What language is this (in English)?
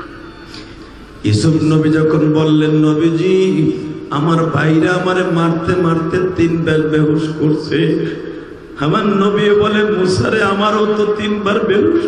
Bangla